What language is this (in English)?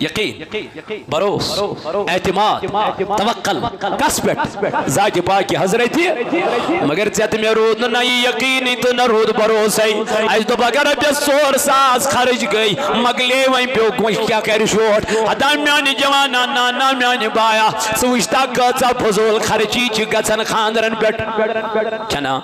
Kashmiri